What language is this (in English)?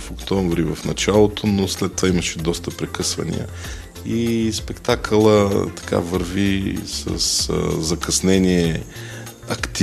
Bulgarian